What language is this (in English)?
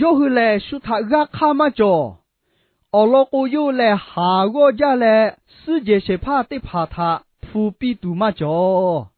Lahu